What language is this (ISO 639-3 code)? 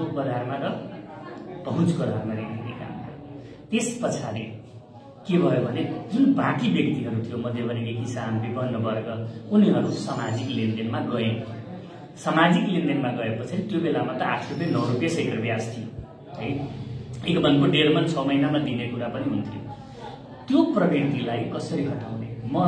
nep